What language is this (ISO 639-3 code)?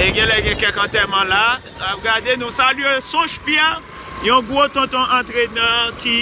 hat